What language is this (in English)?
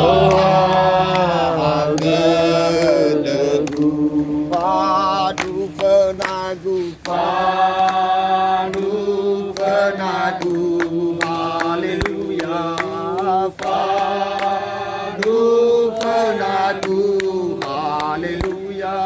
Nias